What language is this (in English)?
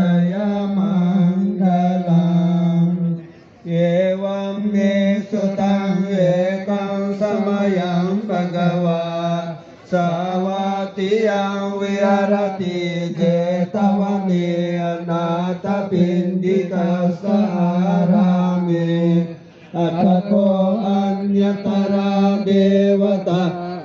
Pali